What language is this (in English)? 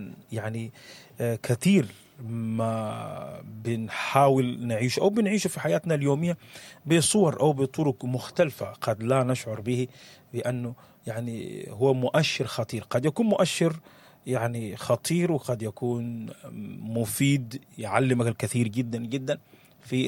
Sudanese Arabic